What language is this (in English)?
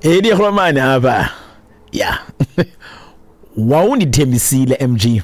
Xhosa